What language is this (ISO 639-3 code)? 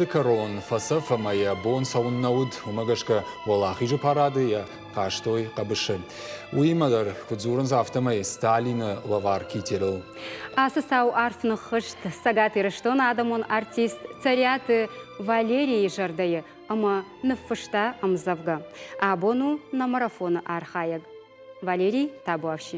oss